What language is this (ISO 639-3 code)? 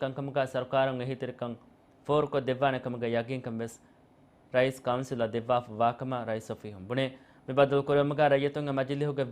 div